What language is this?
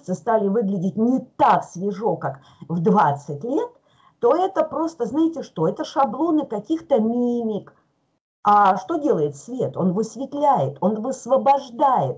Russian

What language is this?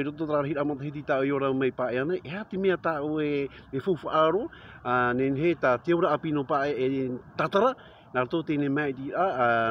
Tahitian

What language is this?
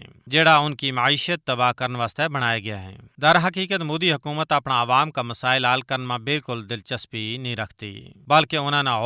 Gujari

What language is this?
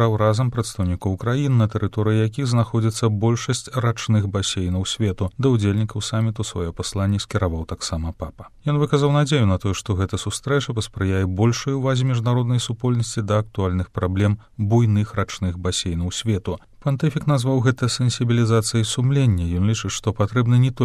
Belarusian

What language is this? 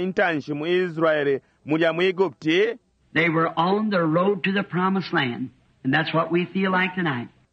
Bemba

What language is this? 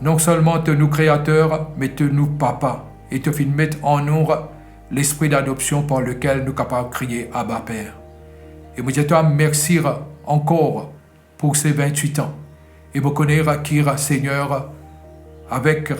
Morisyen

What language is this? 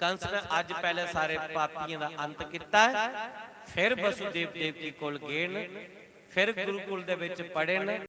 Dogri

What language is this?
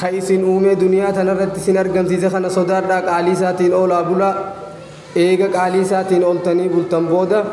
Oromo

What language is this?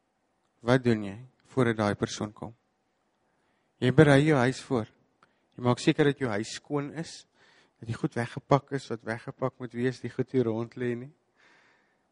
Afrikaans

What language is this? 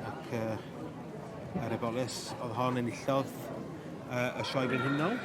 Welsh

